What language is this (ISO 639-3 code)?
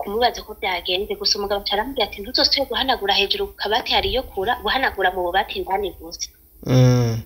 run